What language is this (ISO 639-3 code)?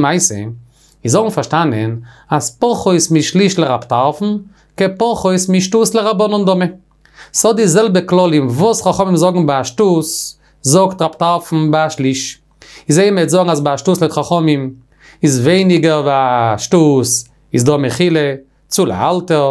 yid